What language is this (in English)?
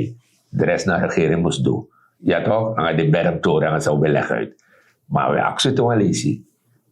Sranan Tongo